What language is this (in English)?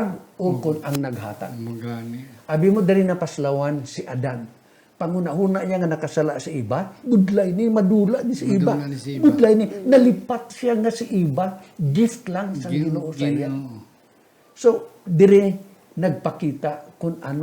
Hiligaynon